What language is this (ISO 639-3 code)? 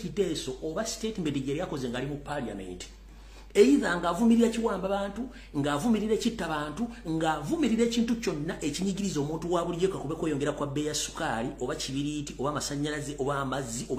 lug